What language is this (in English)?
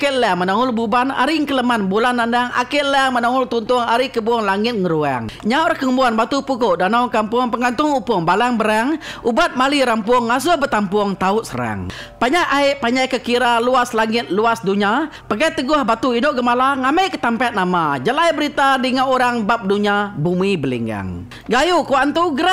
Iban